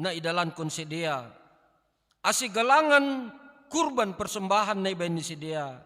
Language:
Batak Simalungun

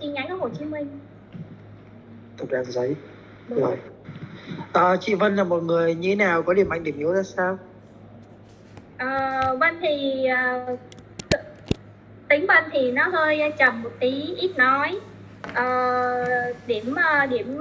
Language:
Vietnamese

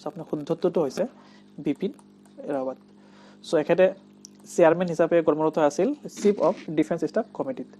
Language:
Assamese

